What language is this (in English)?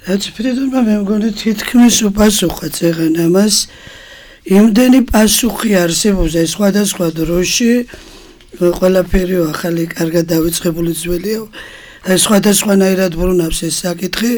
Georgian